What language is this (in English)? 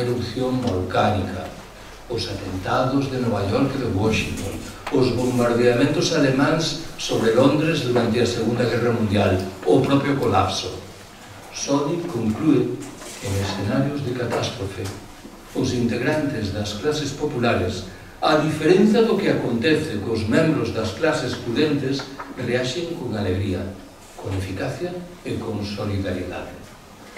Galician